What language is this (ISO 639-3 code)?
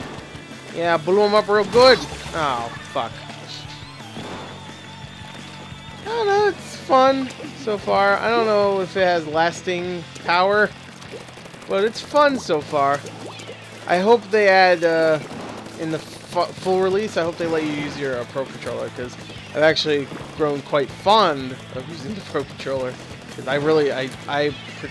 eng